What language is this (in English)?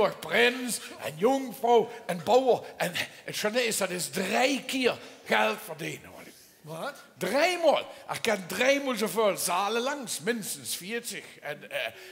Limburgish